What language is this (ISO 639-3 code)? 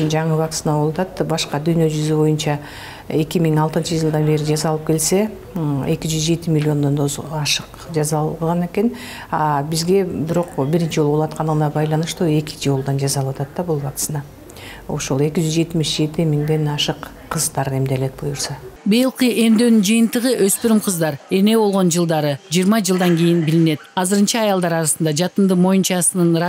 kir